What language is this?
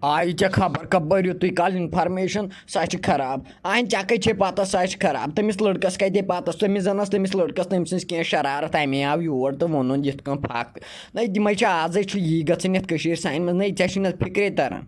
Kashmiri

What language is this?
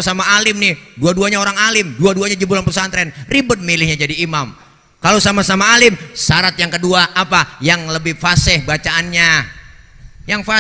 Betawi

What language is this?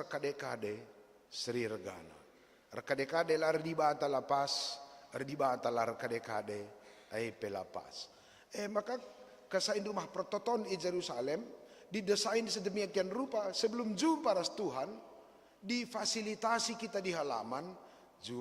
Batak Karo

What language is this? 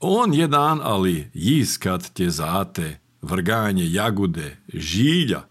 Serbian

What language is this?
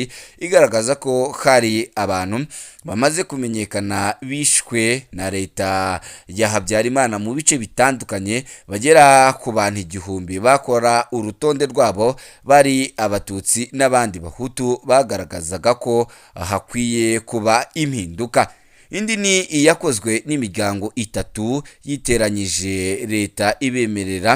Kinyarwanda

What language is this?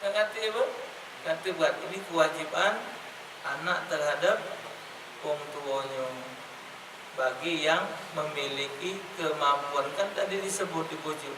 Musi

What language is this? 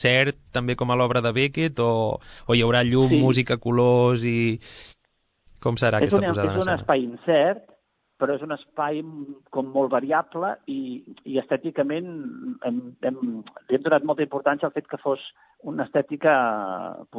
Catalan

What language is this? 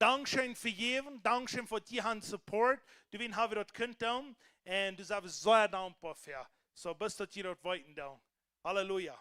Plautdietsch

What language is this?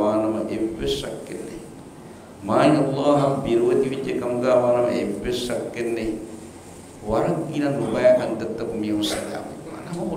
Divehi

